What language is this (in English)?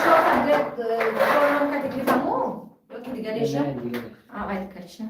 Tajik